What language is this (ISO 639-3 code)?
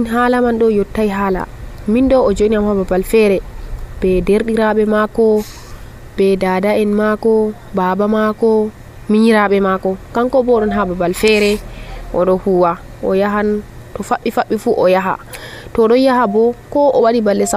fuv